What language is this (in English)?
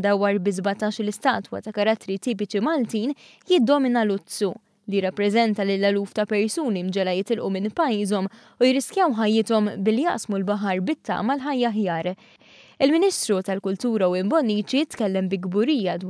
Maltese